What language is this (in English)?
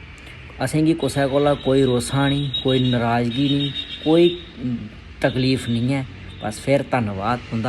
Dogri